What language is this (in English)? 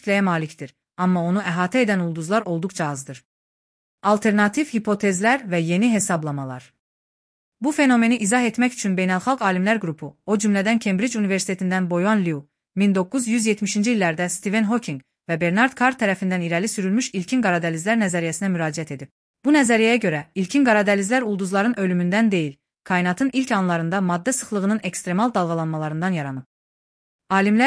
Azerbaijani